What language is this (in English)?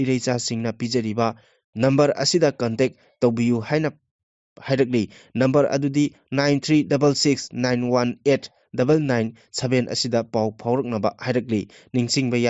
Manipuri